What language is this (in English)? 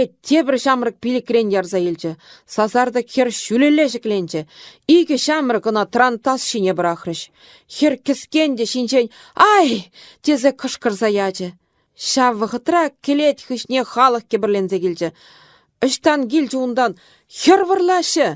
Chuvash